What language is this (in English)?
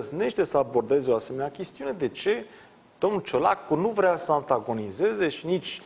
Romanian